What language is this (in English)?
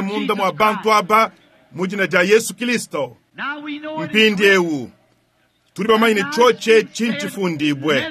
Luba-Lulua